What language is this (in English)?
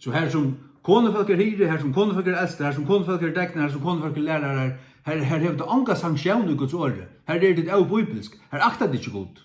Faroese